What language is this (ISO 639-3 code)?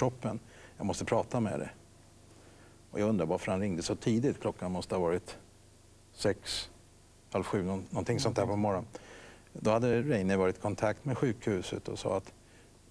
swe